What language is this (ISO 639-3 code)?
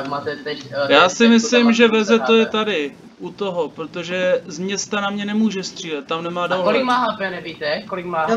ces